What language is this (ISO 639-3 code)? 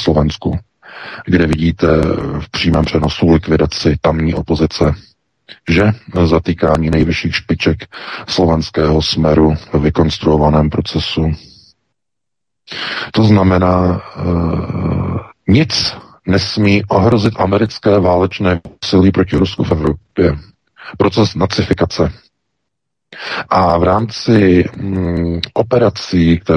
ces